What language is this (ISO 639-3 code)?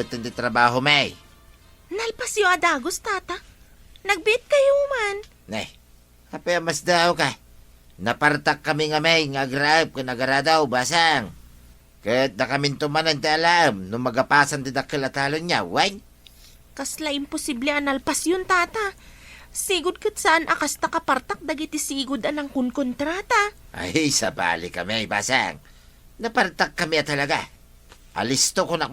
ilo